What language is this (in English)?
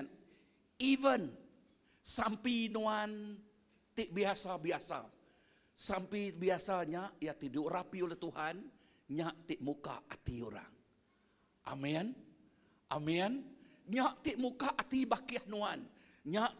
Iban